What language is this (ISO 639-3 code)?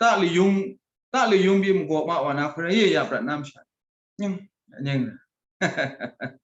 kac